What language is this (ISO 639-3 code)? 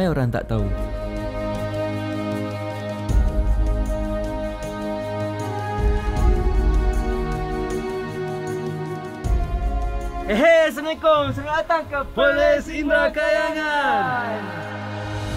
msa